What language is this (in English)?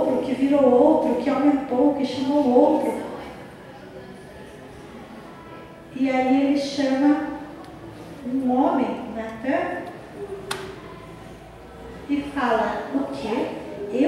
Portuguese